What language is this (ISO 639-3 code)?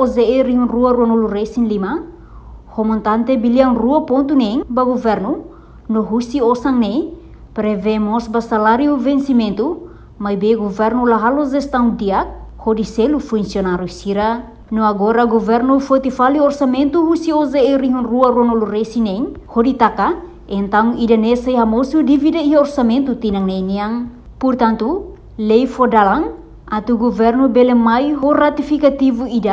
tet